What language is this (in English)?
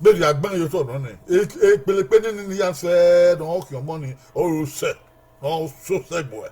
Bini